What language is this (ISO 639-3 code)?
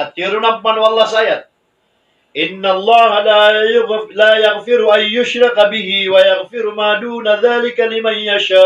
mrw